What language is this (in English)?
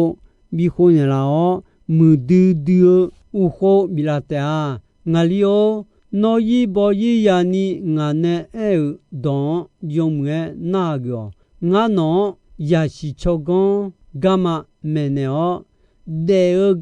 Akha